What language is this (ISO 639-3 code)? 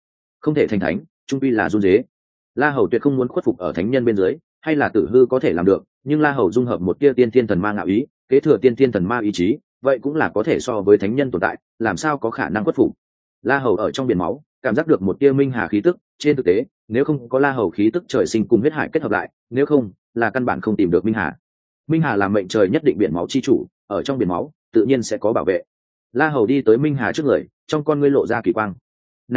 vie